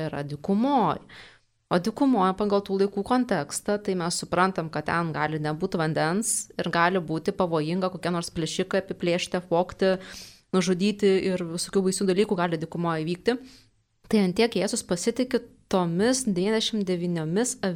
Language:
Lithuanian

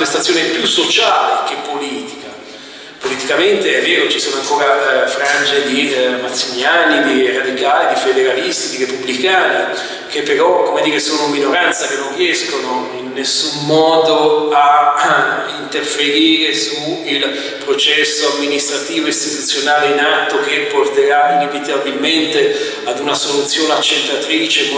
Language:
Italian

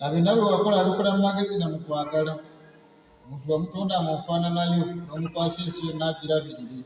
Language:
Ganda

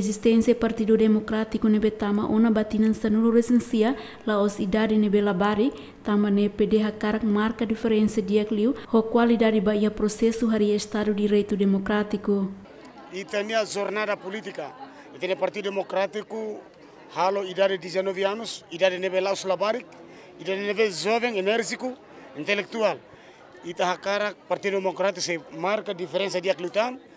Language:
Tetum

